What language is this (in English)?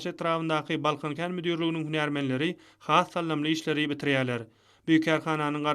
Turkmen